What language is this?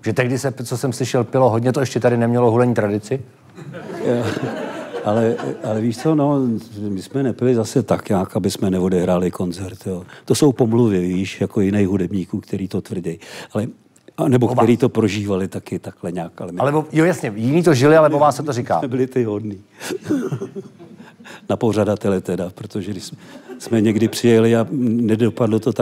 Czech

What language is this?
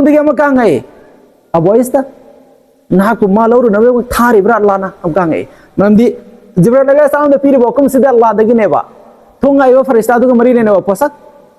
Manipuri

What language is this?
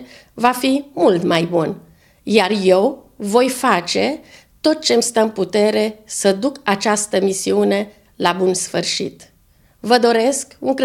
Romanian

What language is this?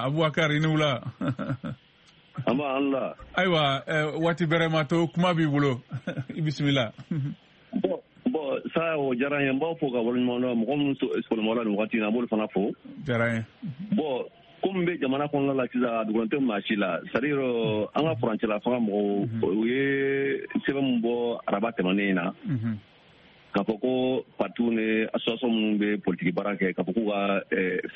Bambara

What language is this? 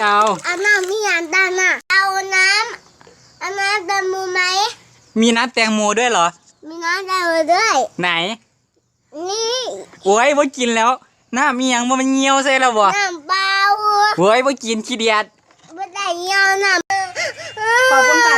Northeastern Thai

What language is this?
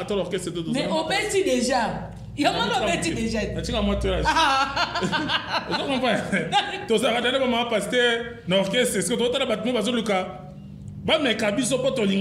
Lingala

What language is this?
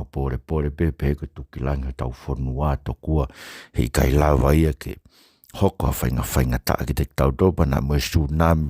Tongan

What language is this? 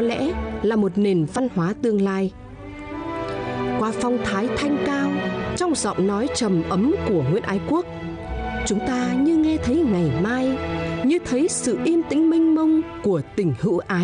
Vietnamese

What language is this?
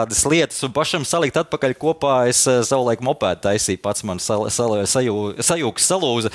Latvian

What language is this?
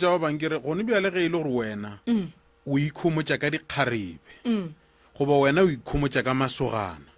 Northern Sotho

